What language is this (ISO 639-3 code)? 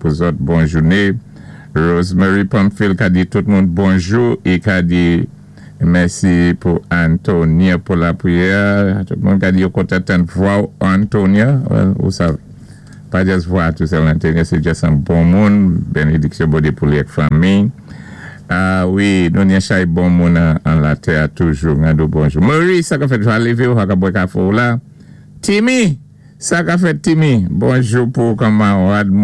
acf